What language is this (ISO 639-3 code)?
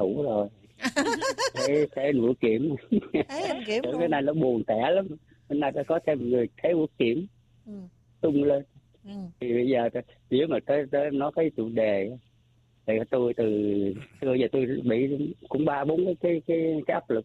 vie